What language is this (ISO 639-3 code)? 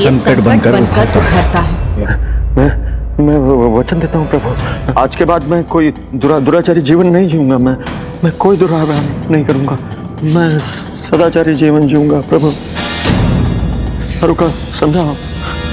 hin